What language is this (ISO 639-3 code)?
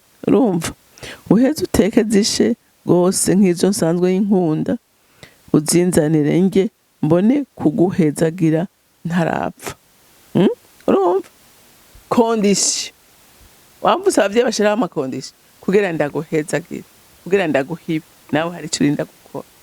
run